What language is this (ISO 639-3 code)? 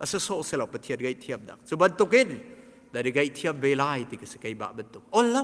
cnh